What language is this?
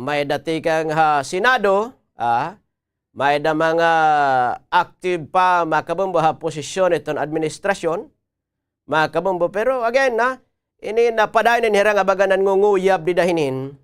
Waray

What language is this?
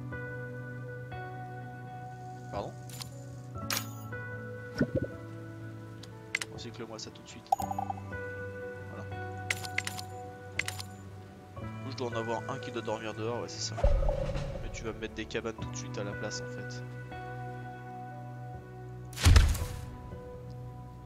French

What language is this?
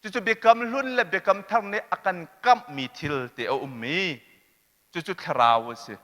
Hakha Chin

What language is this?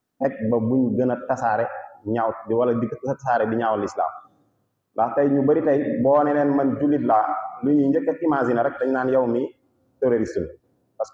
Wolof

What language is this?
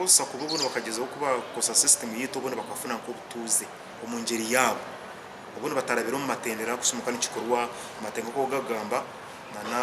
Nyankole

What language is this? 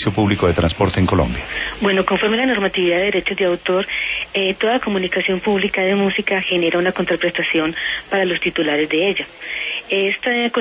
Spanish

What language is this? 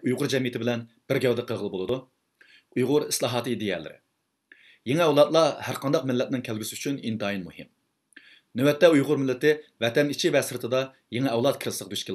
Uyghur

